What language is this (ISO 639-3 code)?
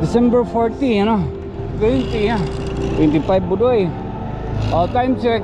war